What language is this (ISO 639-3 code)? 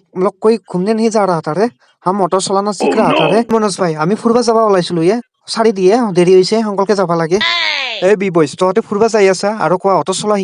asm